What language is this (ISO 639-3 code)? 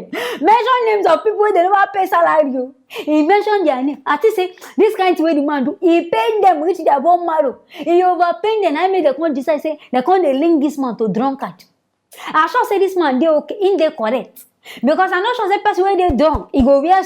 pcm